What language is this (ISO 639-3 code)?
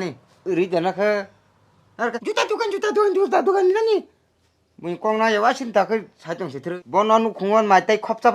trp